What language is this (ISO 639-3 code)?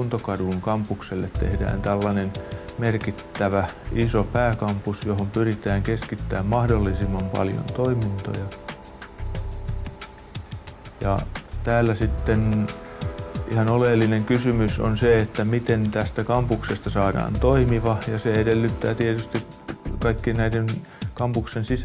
fin